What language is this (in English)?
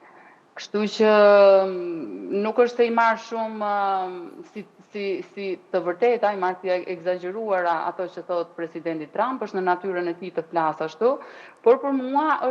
Albanian